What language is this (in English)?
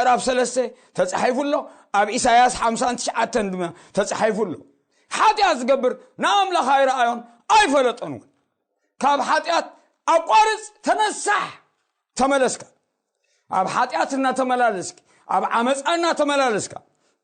Tigrinya